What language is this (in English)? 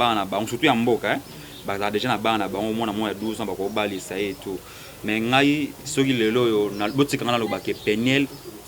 Lingala